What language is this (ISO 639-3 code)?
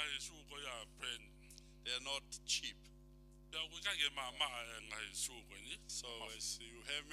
ton